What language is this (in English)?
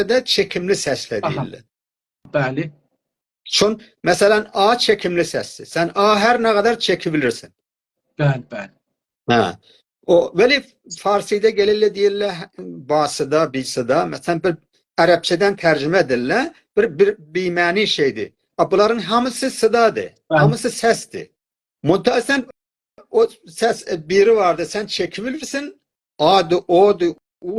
South Azerbaijani